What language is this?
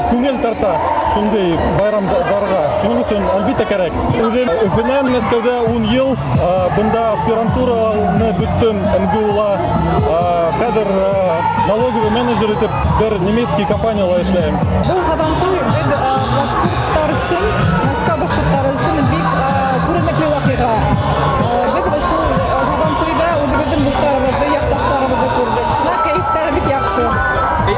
Bashkir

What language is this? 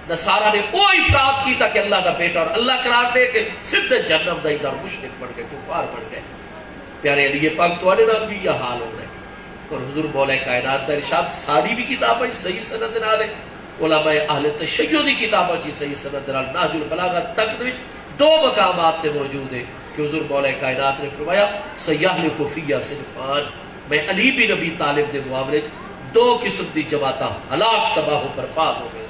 Saraiki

